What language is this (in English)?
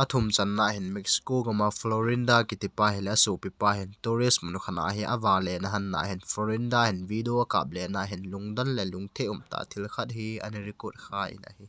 Thado Chin